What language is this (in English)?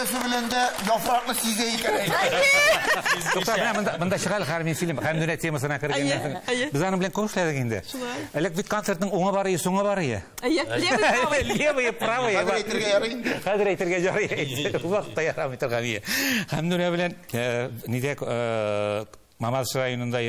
Tatar